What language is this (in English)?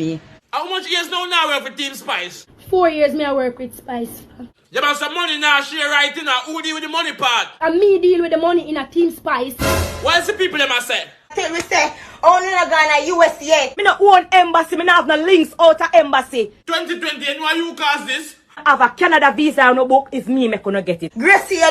Jamaican Creole English